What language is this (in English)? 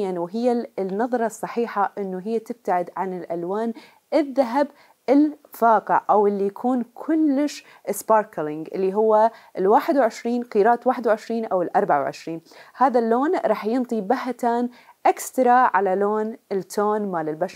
Mesopotamian Arabic